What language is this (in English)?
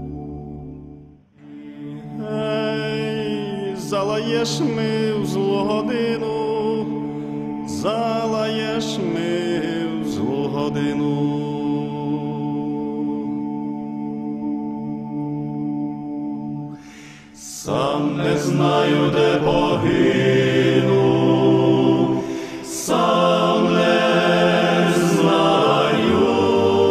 Ukrainian